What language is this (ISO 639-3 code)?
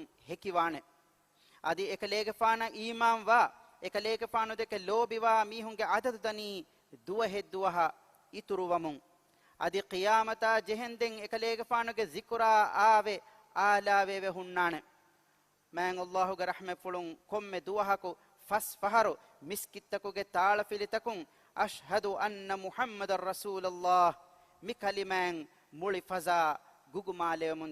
div